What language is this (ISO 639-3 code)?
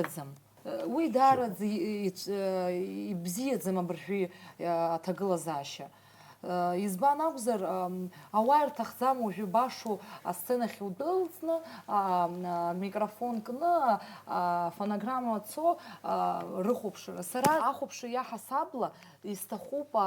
abk